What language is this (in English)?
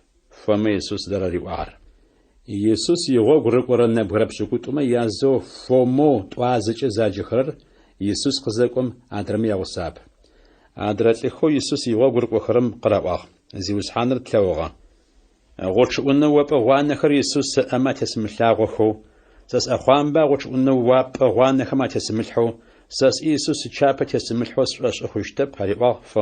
Adyghe